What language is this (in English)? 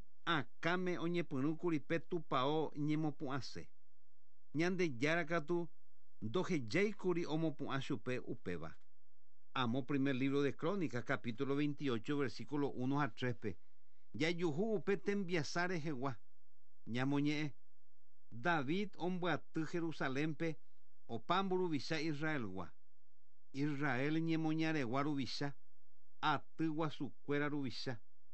Guarani